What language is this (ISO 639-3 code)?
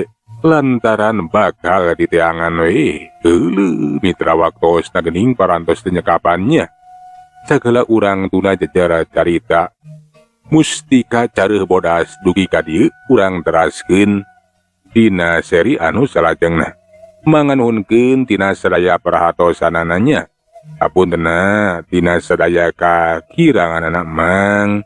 sun